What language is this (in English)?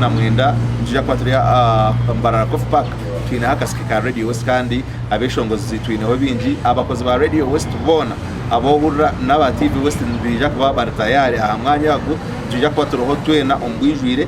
Nyankole